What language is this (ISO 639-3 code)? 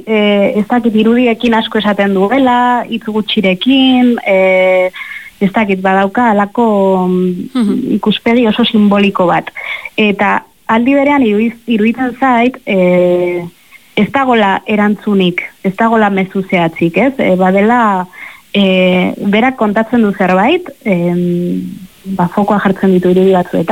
eus